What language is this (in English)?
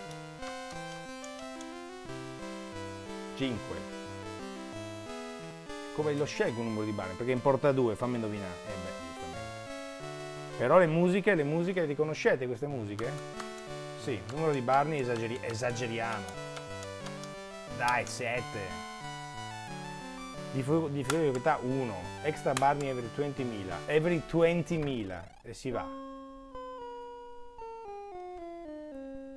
Italian